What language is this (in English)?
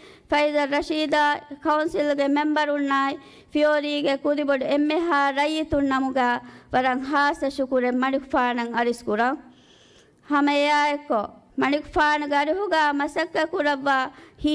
Divehi